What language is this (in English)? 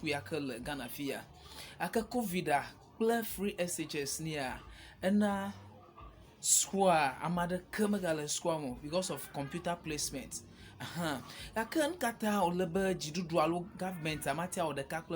Ewe